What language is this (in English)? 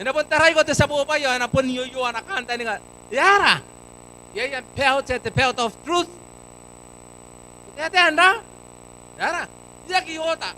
Gilbertese